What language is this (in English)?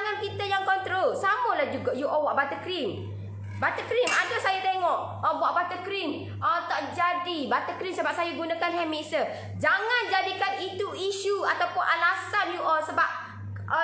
Malay